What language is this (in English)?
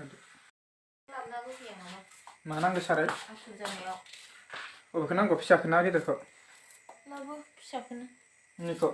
Bodo